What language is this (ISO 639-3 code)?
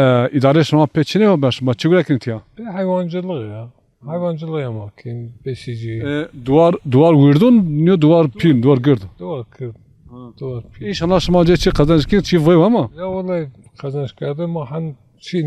zza